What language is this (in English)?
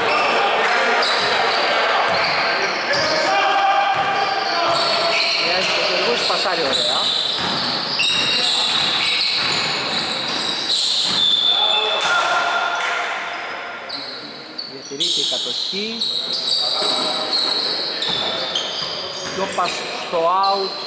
Greek